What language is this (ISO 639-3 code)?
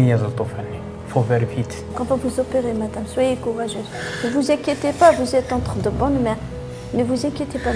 kab